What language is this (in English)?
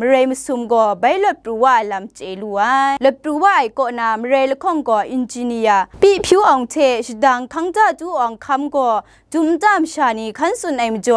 Kachin